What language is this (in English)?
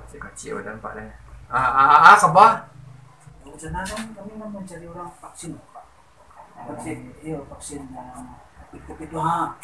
Minangkabau